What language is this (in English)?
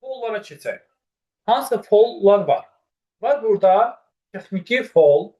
Azerbaijani